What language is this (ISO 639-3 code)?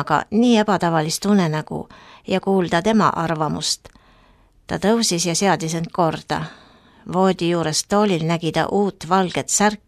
est